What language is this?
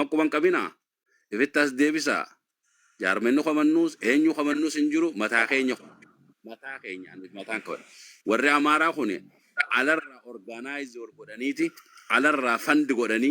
Oromo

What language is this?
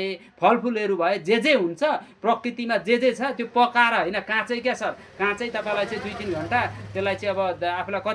Nepali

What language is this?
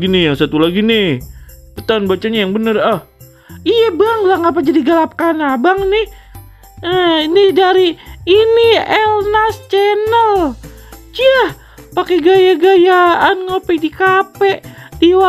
Betawi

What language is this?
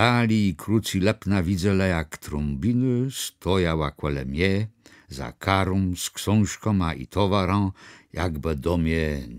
Kashubian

